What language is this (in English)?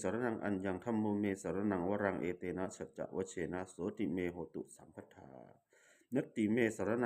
Pali